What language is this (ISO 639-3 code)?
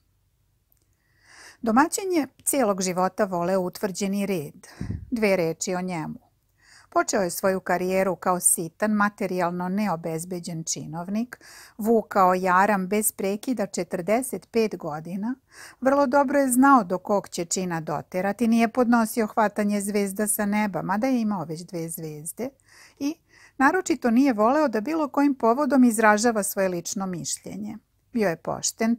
srp